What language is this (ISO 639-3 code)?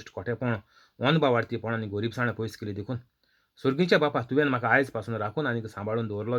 kok